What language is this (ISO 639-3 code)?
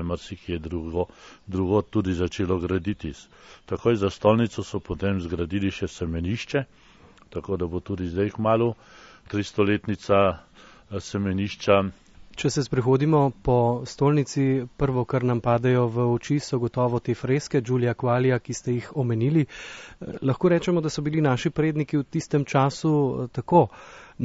slv